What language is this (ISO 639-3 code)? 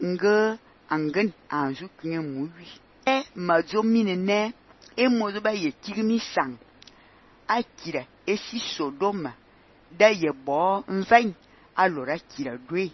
fan